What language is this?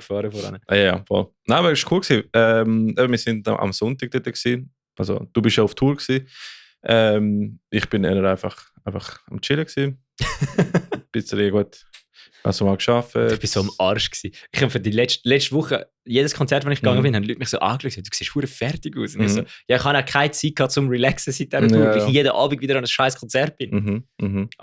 Swiss German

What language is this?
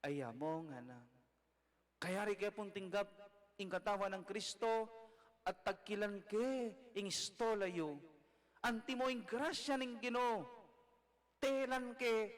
Pampanga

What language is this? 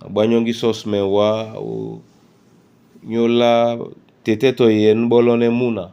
Duala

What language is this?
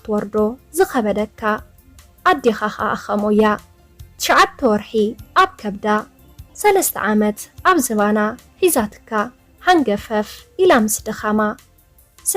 Tigrinya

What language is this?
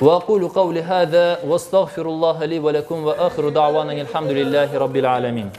Crimean Tatar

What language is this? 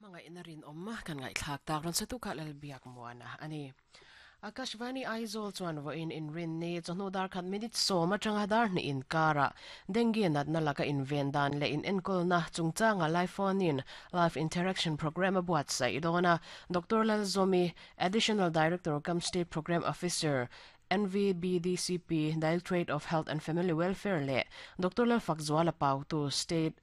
Mizo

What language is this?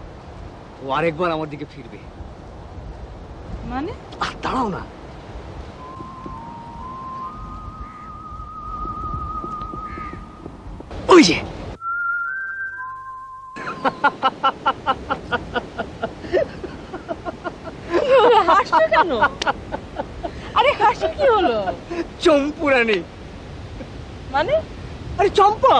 Bangla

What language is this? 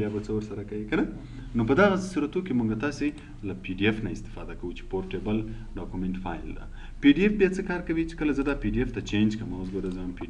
Pashto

